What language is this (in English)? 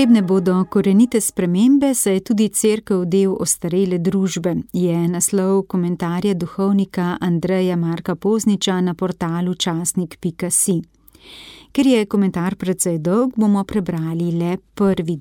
Slovenian